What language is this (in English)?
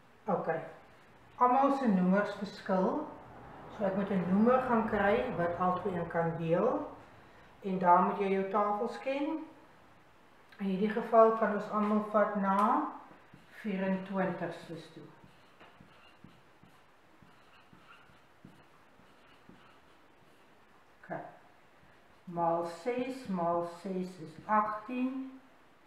Afrikaans